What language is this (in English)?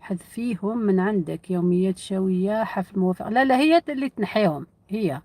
Algerian Arabic